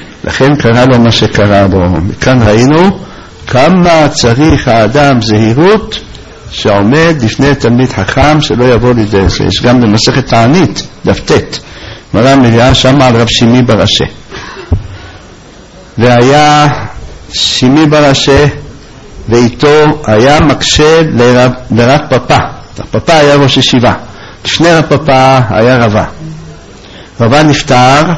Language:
Hebrew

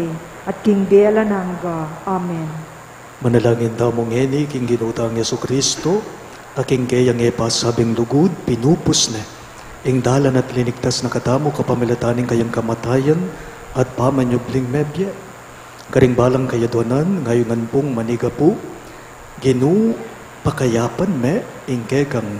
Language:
Pampanga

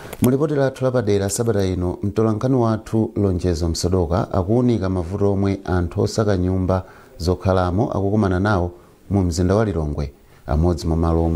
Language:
Nyanja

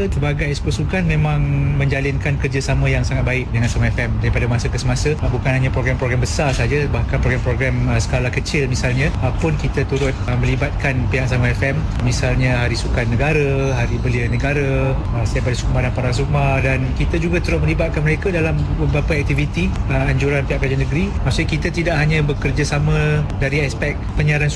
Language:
Malay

